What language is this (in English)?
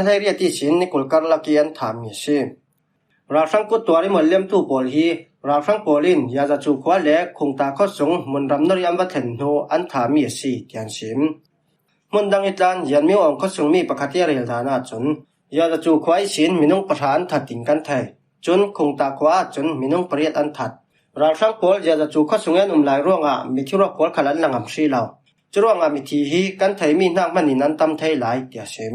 Falam Chin